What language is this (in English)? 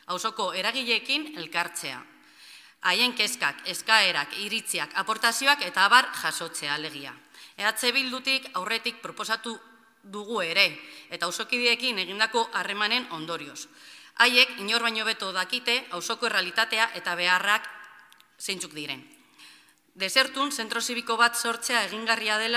Basque